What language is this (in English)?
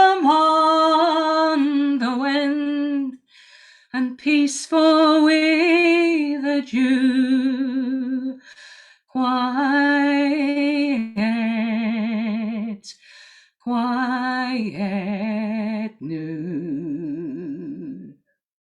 Scots